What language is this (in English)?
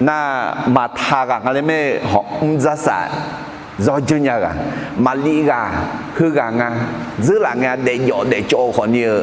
Akha